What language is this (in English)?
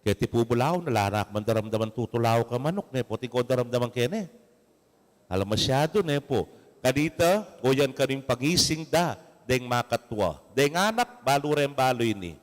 Pampanga